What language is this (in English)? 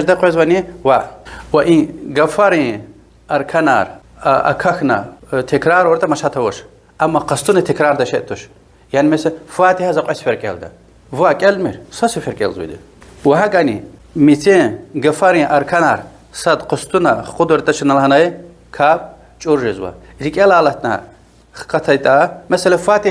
Lezghian